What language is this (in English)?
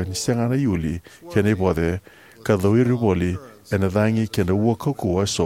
Fijian